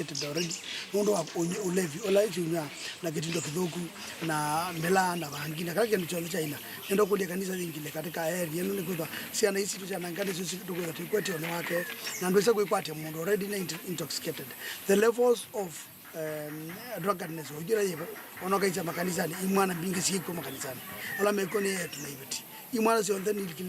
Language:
Kamba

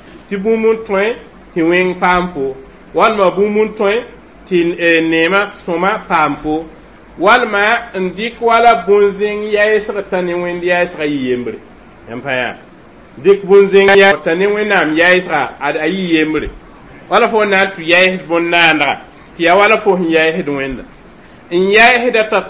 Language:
Mossi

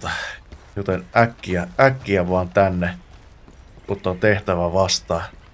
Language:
Finnish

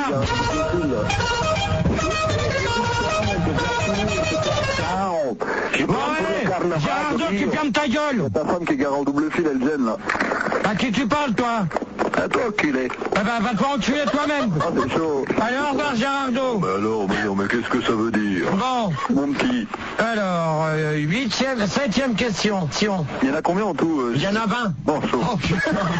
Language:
French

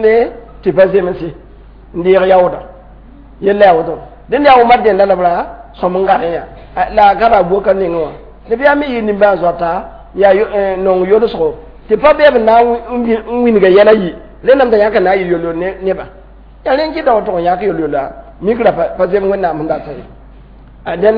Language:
Mossi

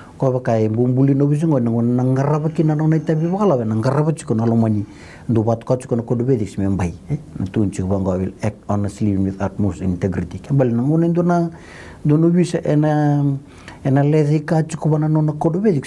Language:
Fijian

